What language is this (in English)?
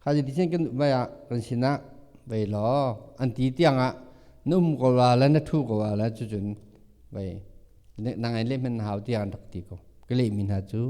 Hakha Chin